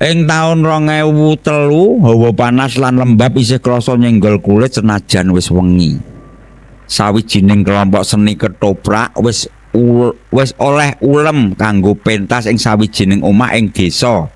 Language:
Javanese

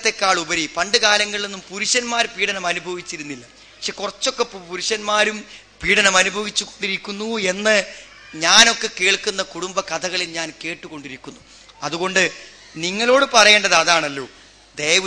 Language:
Malayalam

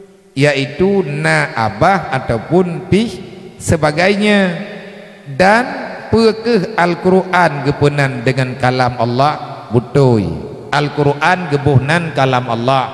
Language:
Achinese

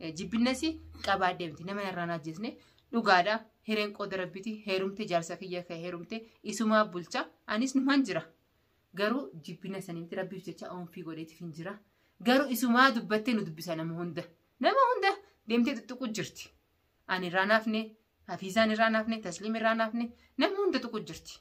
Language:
Oromo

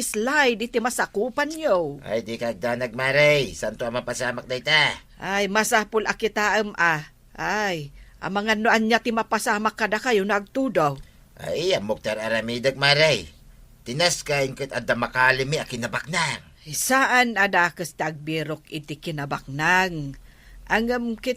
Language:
Iloko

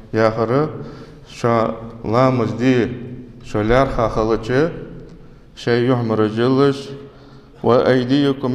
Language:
Ingush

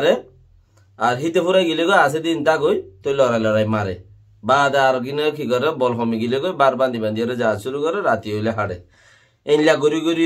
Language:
Rohingya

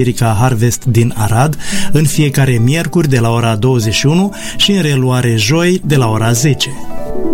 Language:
Romanian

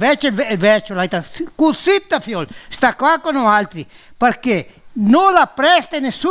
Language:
Venetian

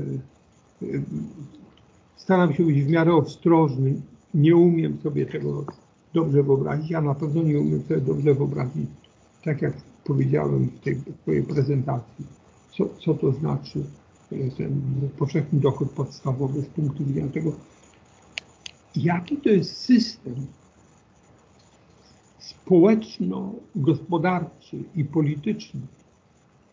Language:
Polish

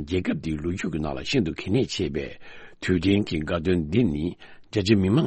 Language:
Tibetan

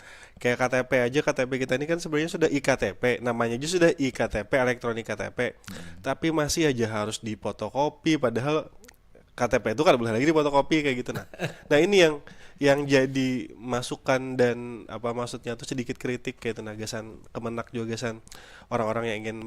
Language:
Banjar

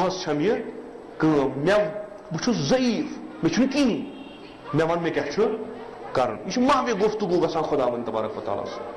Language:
Kashmiri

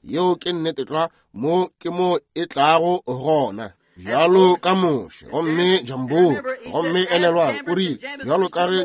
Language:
Northern Sotho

